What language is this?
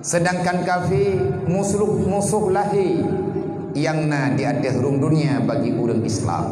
Achinese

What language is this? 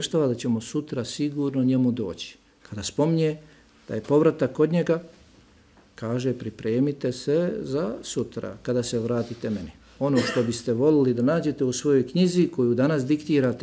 Bosnian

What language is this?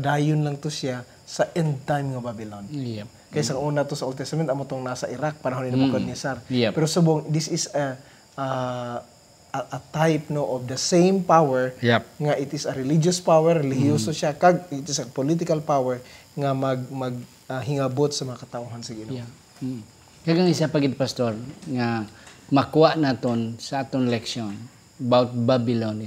Hiligaynon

